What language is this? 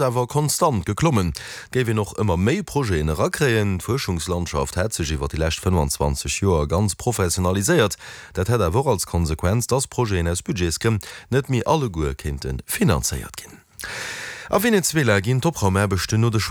Luxembourgish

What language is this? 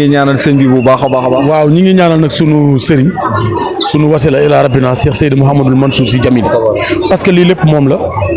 Wolof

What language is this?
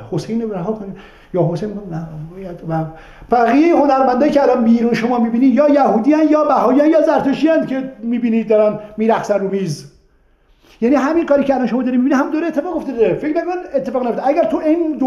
Persian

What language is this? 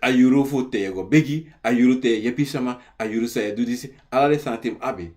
Sranan Tongo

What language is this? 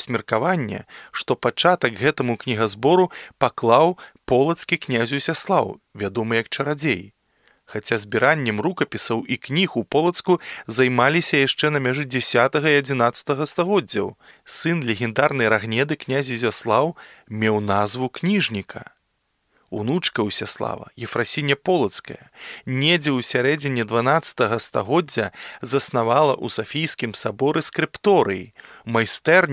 Belarusian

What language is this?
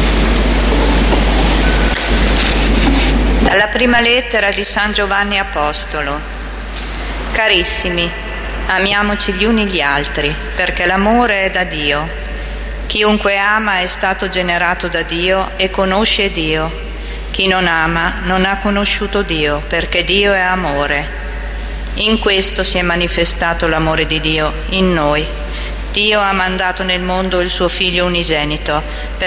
Italian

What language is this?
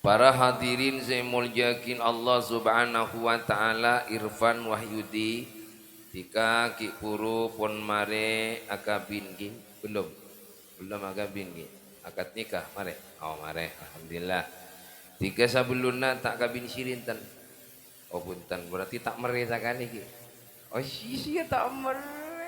Madurese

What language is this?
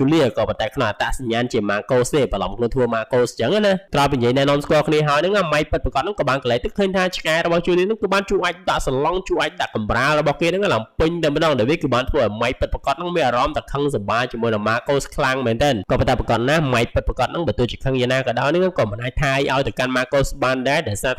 Khmer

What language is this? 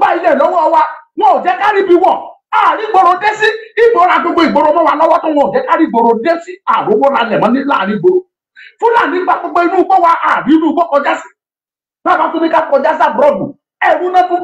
Yoruba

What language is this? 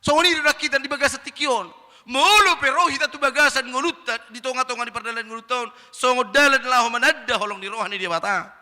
Batak Toba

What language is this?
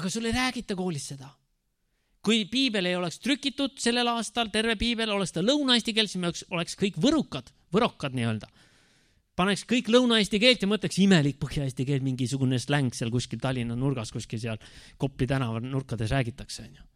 Estonian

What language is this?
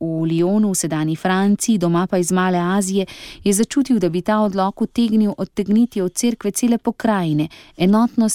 Slovenian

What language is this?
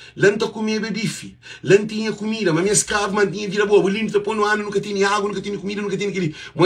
Kabuverdianu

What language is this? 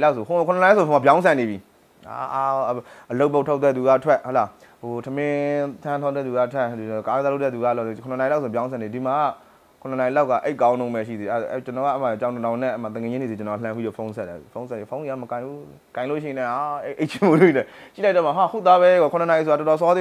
Burmese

